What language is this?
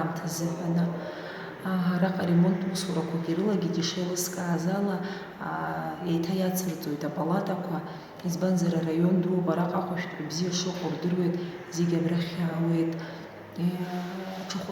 Abkhazian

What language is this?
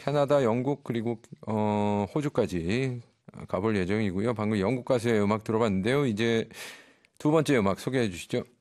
Korean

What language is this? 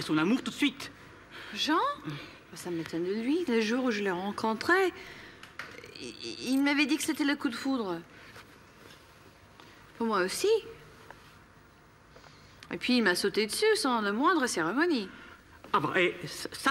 French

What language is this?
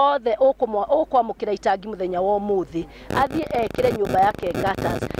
Kikuyu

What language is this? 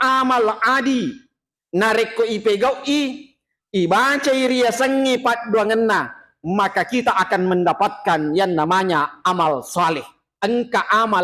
Buginese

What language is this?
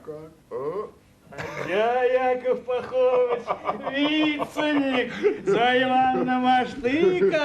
Erzya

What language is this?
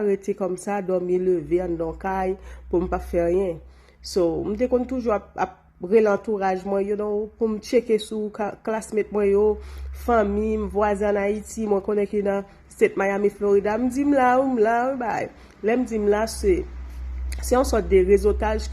Haitian Creole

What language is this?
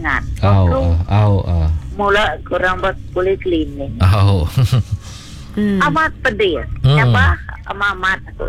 Malay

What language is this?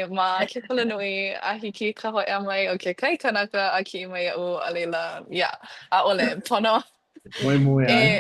Hawaiian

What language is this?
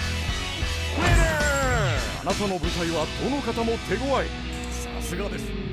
Japanese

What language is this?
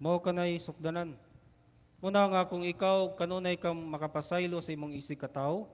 Cebuano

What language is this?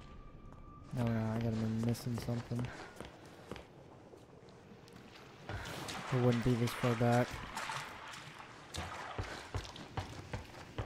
English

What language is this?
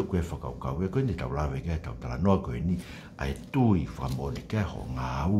Tongan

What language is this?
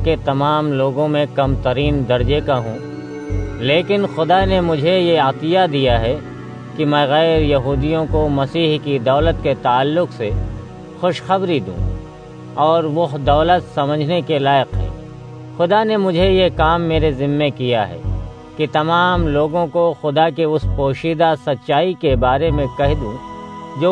Urdu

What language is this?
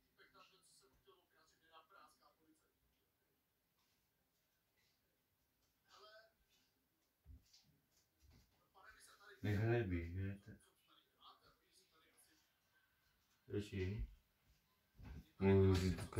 Czech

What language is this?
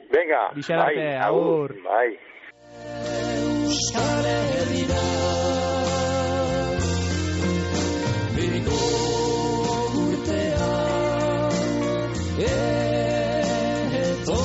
Basque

